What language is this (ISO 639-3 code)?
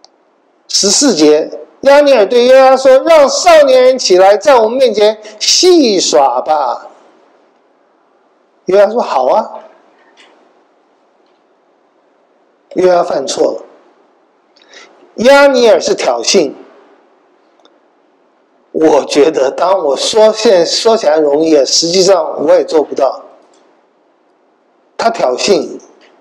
zho